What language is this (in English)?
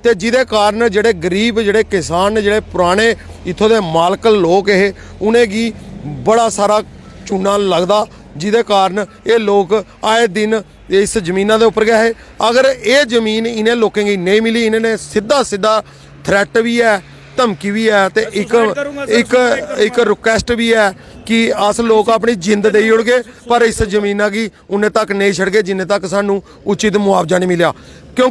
Dogri